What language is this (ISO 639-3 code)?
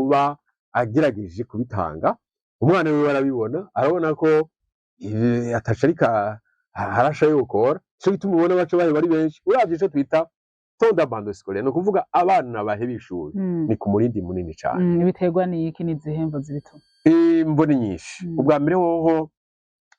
run